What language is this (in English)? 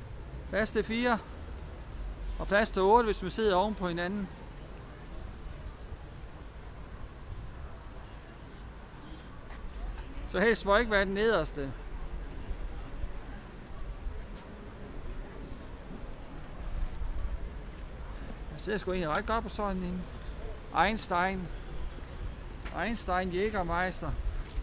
Danish